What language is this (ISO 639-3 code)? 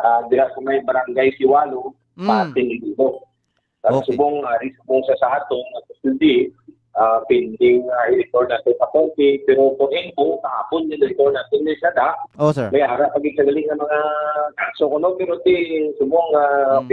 hil